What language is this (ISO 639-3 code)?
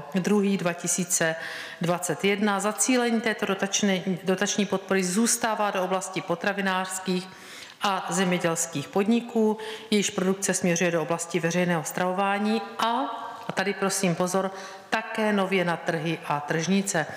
ces